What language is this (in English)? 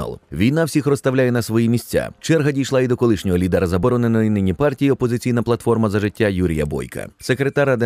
Ukrainian